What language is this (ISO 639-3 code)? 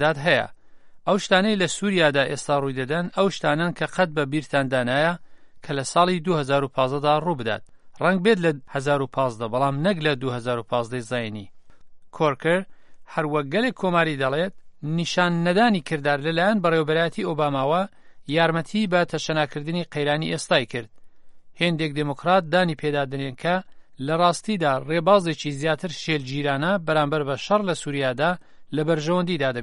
ckb